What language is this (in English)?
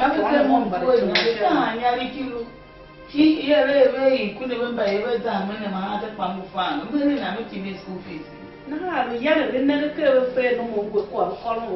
Tiv